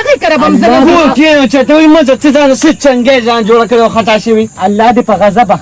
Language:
Pashto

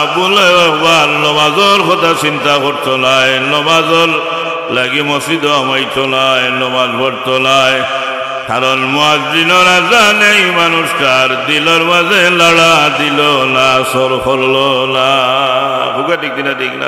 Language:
Sylheti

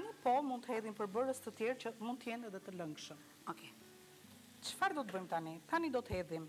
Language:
Albanian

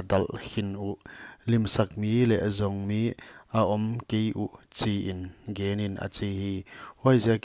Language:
Paite Chin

